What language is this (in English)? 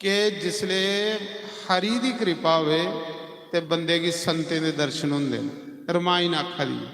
Dogri